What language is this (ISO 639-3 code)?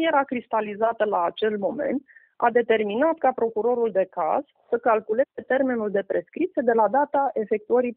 ron